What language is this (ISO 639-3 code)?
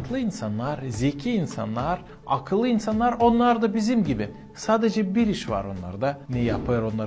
gag